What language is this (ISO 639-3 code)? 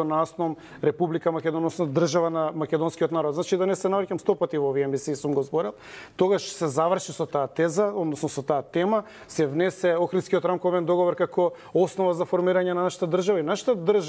mkd